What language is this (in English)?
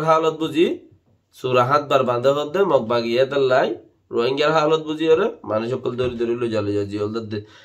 Rohingya